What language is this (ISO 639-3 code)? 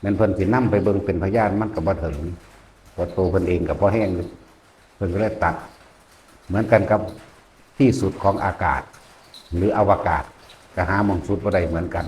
tts